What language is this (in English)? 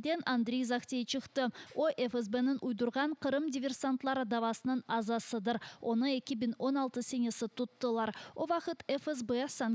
Crimean Tatar